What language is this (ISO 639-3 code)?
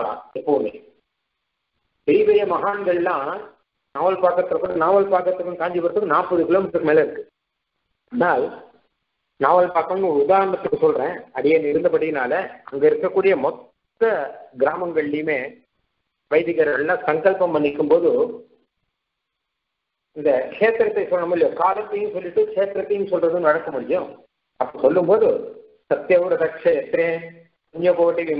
tam